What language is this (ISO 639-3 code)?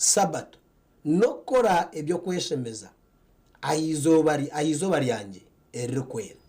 nyn